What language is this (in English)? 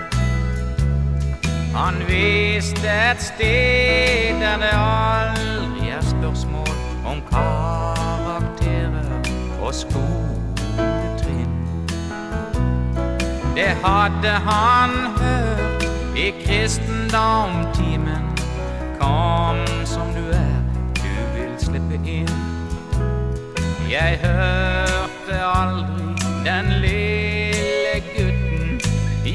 Norwegian